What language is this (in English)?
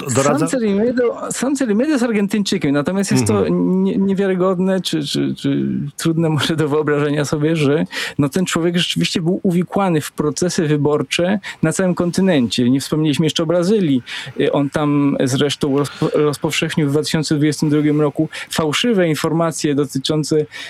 Polish